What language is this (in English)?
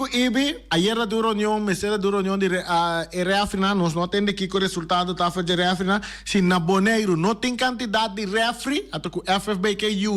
Papiamento